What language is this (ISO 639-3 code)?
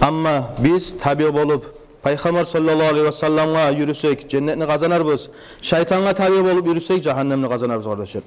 kum